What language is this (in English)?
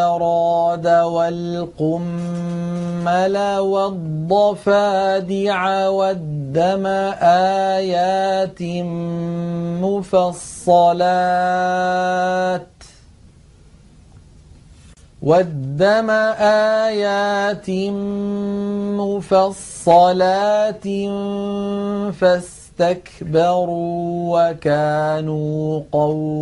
Arabic